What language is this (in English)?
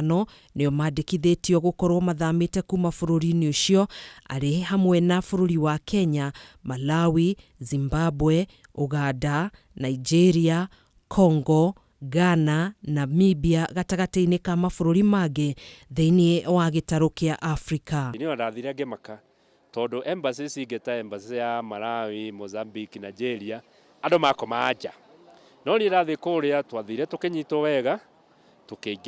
Kikuyu